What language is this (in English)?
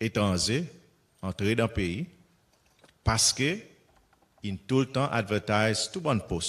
Seselwa Creole French